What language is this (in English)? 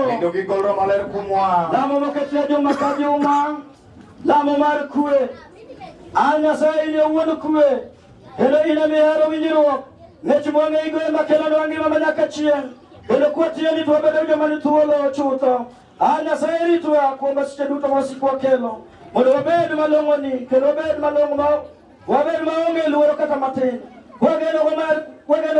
Luo (Kenya and Tanzania)